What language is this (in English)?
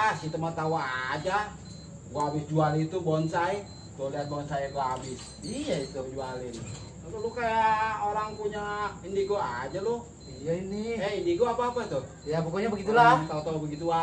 Betawi